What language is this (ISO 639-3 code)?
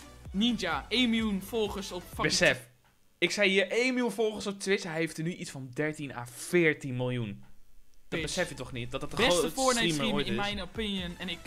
nld